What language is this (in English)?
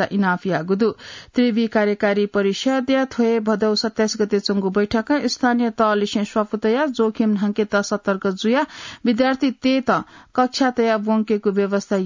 Newari